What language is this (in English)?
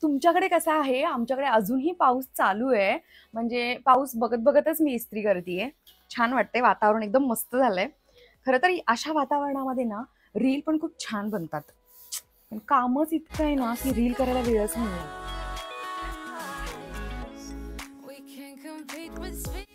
Marathi